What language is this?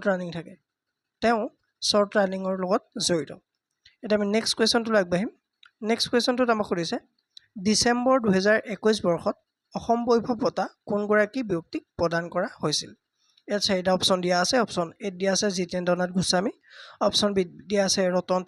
Assamese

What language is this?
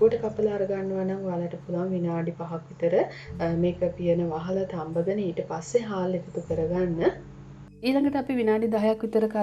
Sinhala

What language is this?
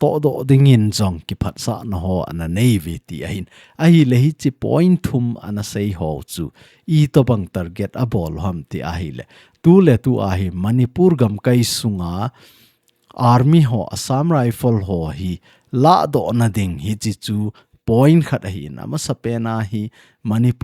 Thado Chin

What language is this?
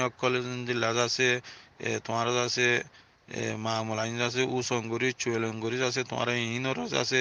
Rohingya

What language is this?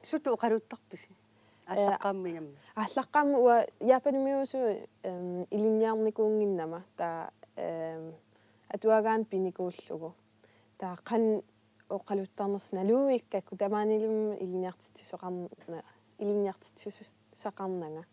Kalaallisut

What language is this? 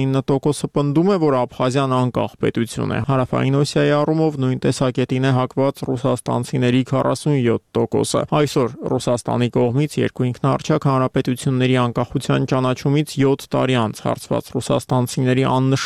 Armenian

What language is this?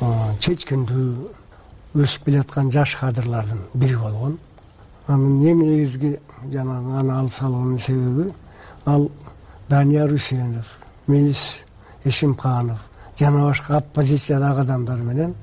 Kyrgyz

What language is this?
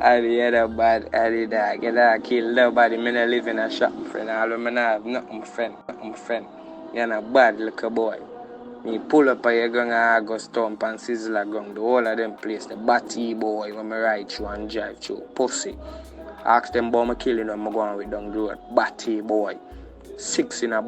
Jamaican Creole English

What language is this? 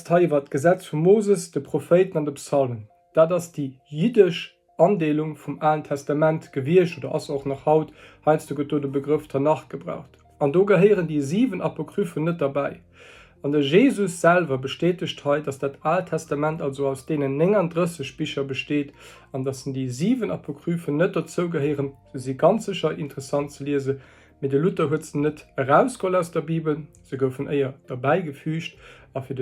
Luxembourgish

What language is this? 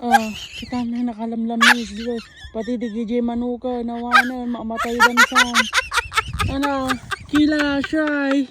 Iloko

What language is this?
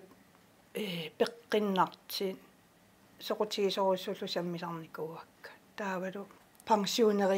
Kalaallisut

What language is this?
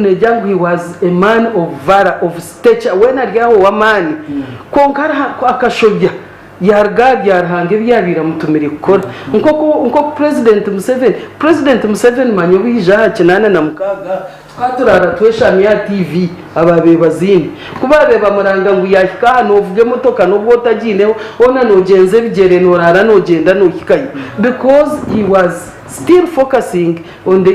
Nyankole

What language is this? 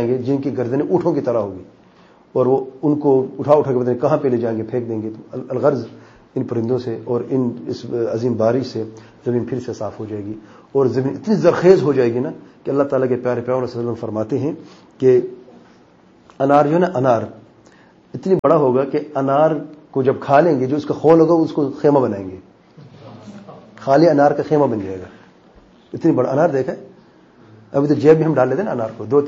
Urdu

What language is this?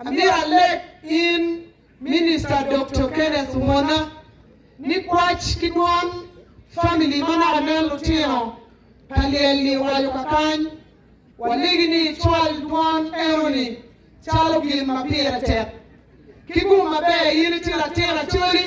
Acoli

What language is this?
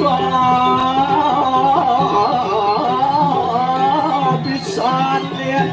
Balinese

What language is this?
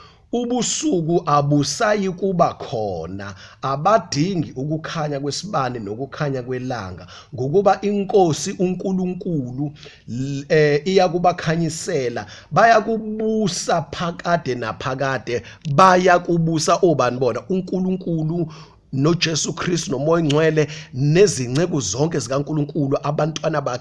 Zulu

